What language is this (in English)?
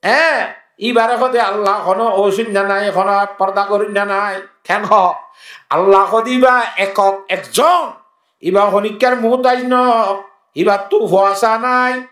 Rohingya